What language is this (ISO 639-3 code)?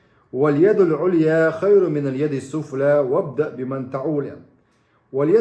che